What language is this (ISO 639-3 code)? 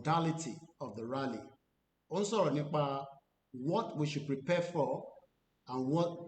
yor